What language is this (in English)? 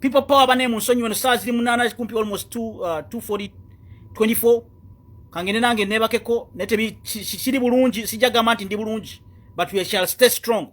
Ganda